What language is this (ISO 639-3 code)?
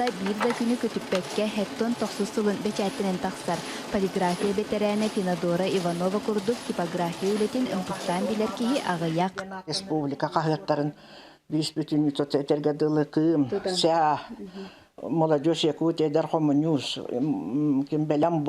sah